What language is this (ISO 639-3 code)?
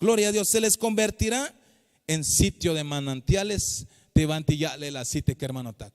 tzh